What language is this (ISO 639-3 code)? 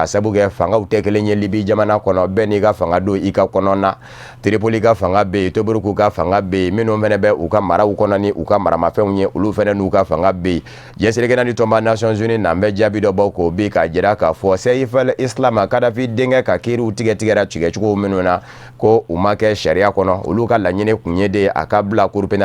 bam